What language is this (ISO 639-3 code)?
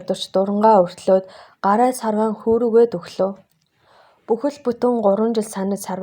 mon